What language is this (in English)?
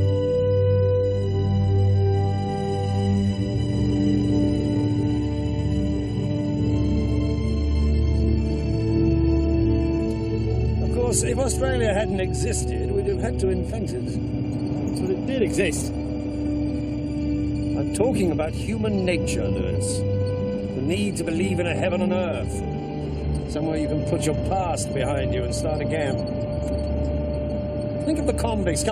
English